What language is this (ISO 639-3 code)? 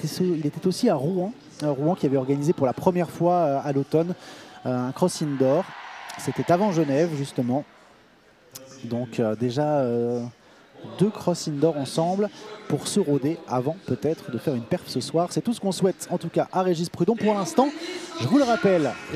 fra